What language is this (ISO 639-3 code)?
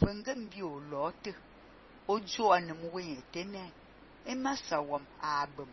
fan